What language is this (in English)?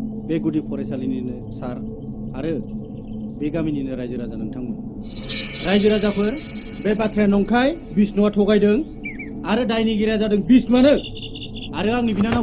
Bodo